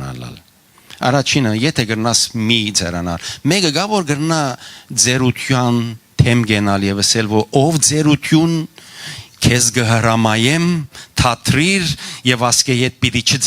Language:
Western Armenian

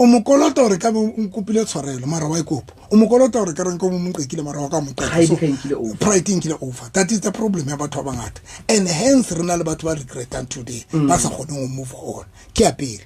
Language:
Southern Sotho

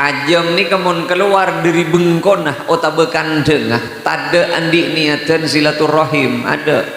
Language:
Madurese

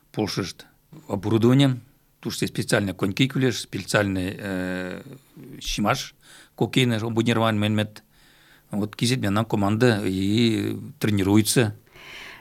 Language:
Mari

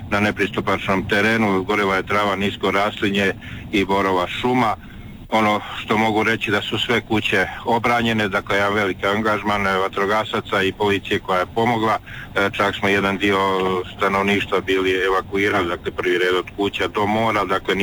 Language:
Croatian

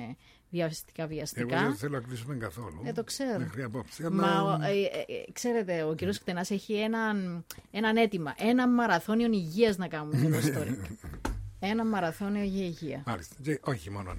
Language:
Greek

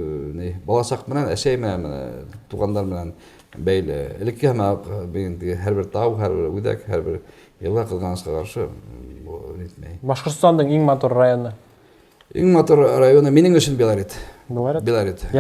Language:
Bashkir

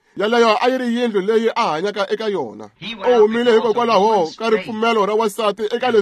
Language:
Tsonga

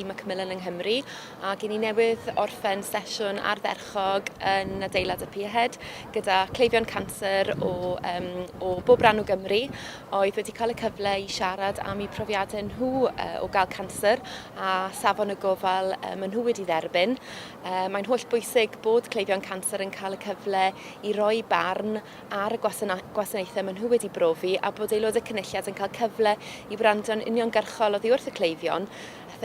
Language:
Welsh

